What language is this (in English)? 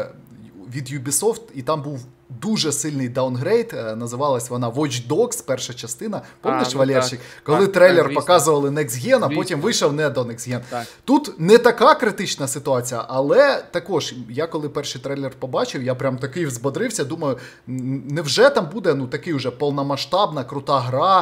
Ukrainian